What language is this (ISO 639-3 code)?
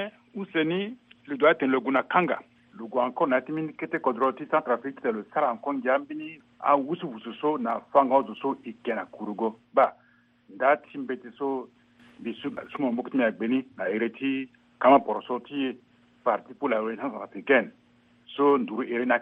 sag